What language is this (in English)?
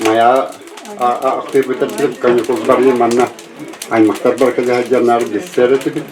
Yakut